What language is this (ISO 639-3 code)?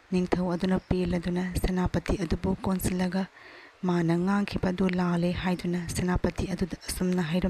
mni